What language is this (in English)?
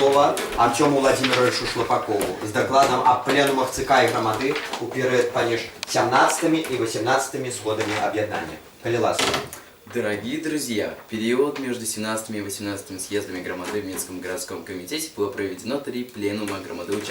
Belarusian